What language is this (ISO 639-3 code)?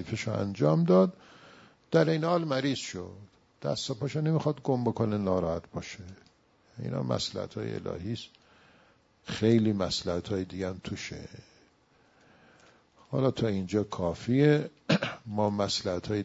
fas